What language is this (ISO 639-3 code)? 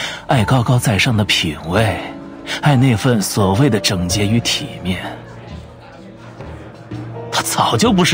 zho